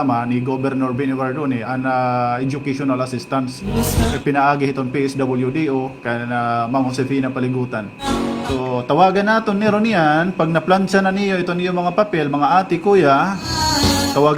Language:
Waray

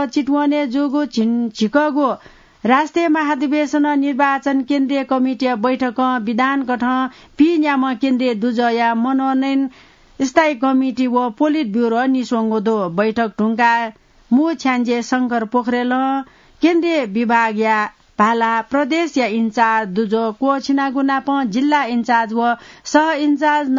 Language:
Newari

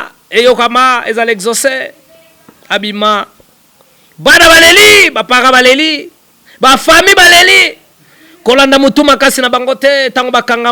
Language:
Lingala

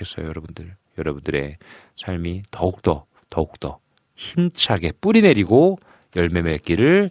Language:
Korean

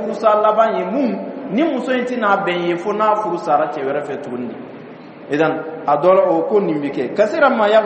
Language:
Dyula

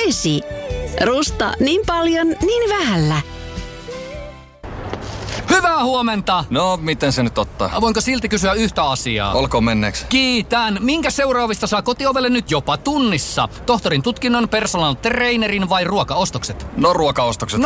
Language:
Finnish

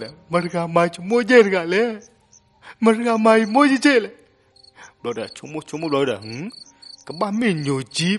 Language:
S'gaw Karen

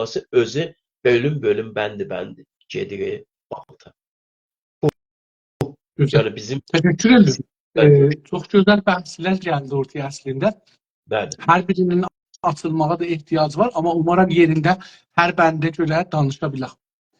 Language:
South Azerbaijani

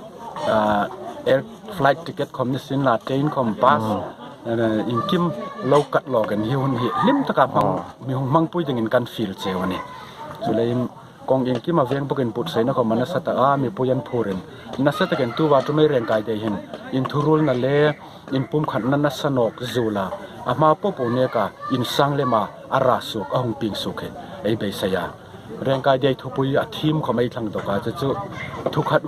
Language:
Hmar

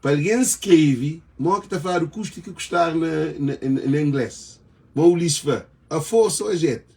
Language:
Kabuverdianu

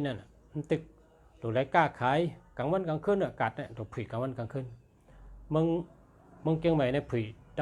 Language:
Shan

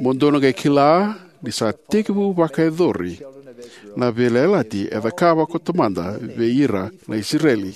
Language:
Fijian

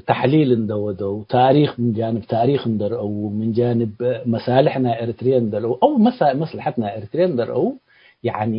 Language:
Tigre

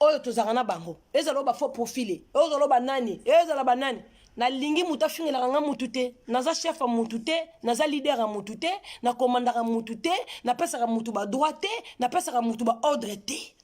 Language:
Lingala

